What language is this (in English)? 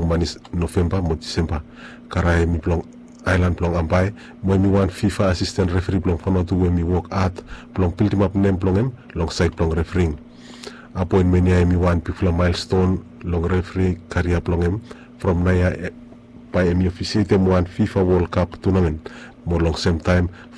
Bislama